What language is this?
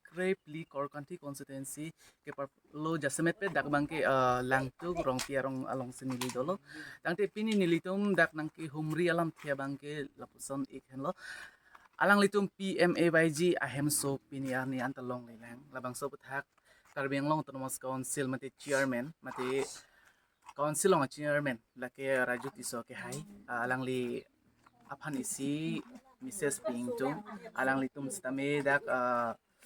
Karbi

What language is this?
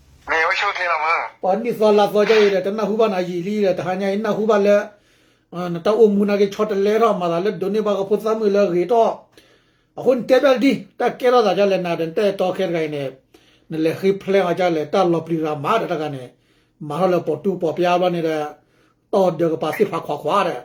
S'gaw Karen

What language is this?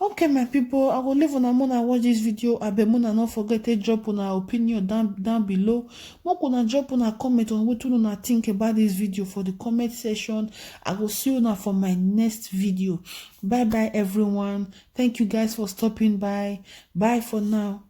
Nigerian Pidgin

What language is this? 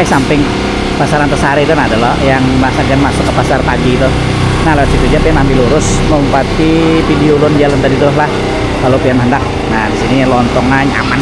Banjar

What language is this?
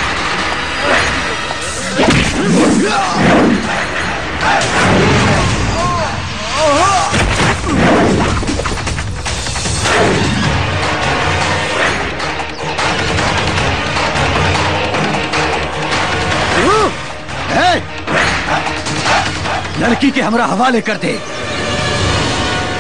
Bhojpuri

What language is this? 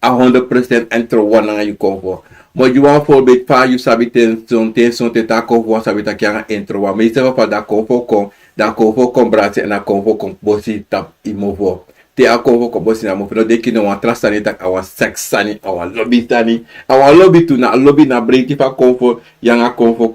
Sranan Tongo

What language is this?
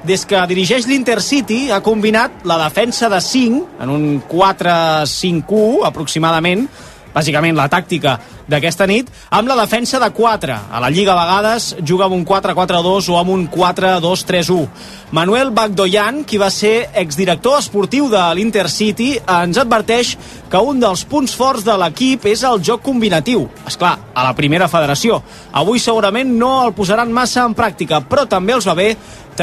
Catalan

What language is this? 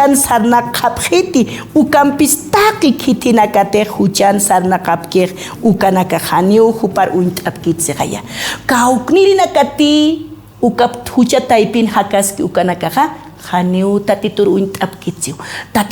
Aymara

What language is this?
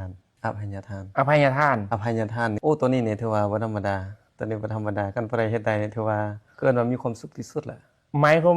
Lao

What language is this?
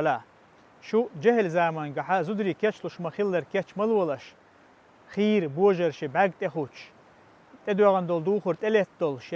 Chechen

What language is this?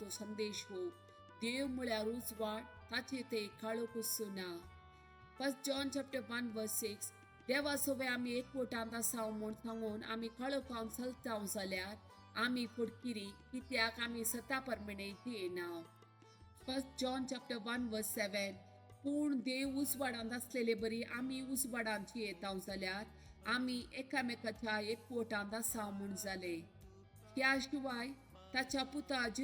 Konkani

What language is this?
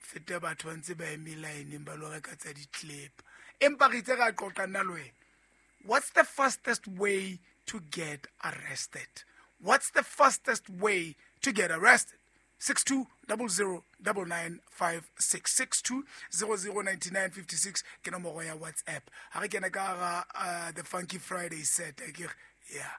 Southern Sotho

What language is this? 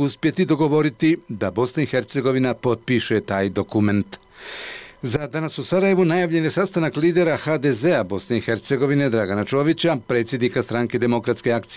Bosnian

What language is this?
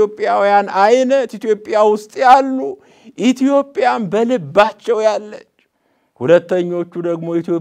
Amharic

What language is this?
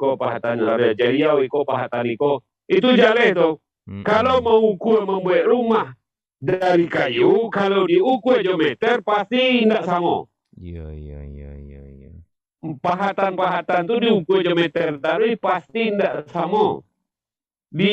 Minangkabau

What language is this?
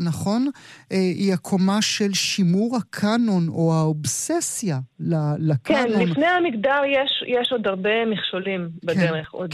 Hebrew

